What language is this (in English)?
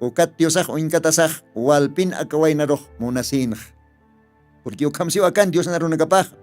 Aymara